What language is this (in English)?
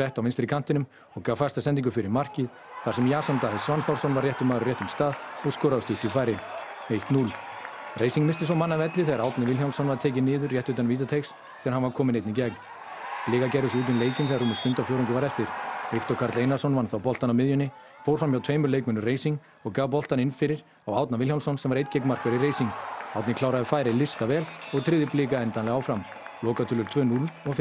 Icelandic